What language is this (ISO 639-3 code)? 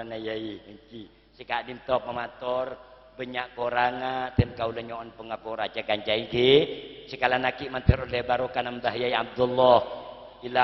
mad